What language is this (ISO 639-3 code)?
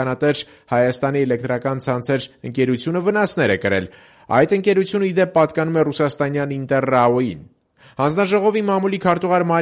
hye